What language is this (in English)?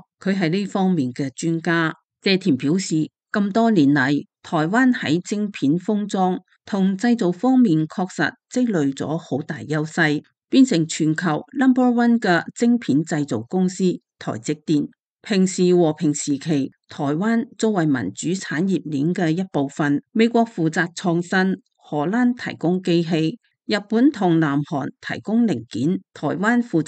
Cantonese